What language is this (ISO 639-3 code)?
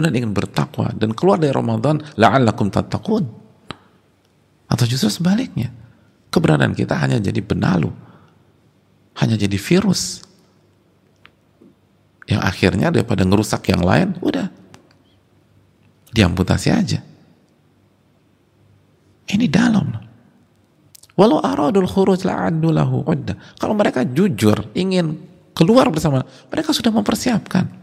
ind